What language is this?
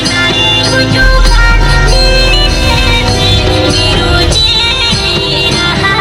Santali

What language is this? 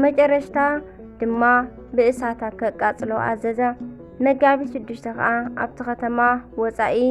Tigrinya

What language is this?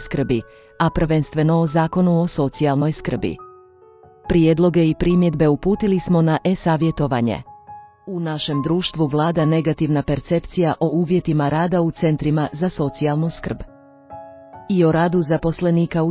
Croatian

